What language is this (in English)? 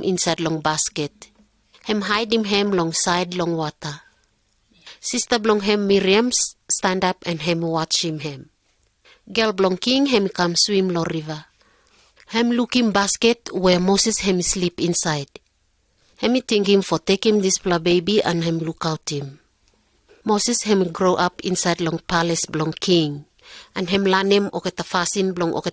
Pijin